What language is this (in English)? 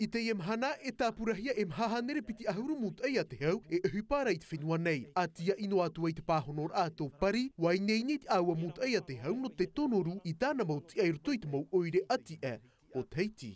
Tahitian